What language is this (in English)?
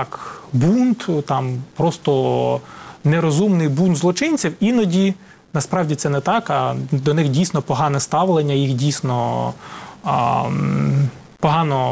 Ukrainian